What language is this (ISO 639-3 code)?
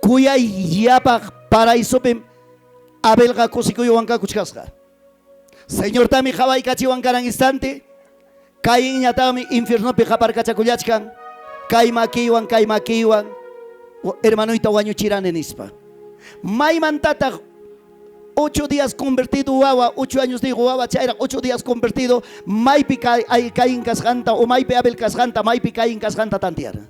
quy